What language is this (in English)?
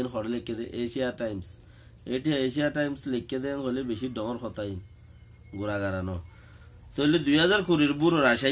Rohingya